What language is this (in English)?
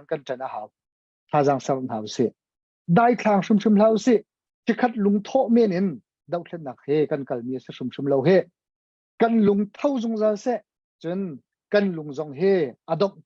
Hakha Chin